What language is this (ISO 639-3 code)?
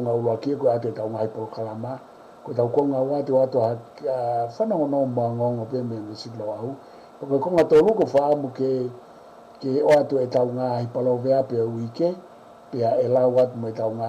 ton